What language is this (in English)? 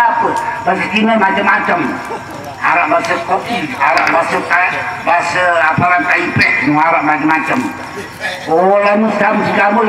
Sasak